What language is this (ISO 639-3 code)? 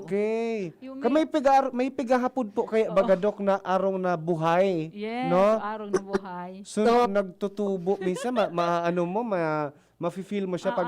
bik